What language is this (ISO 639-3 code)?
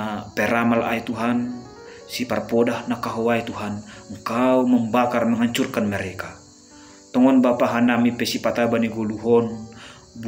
bts